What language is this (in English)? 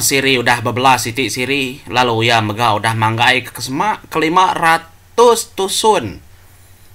Iban